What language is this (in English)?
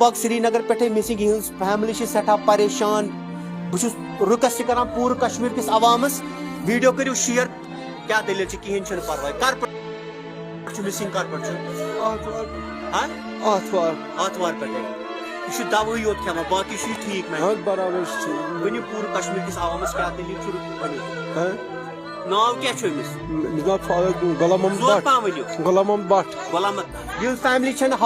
Kashmiri